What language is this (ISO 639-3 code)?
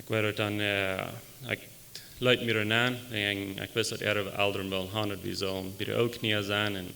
pdt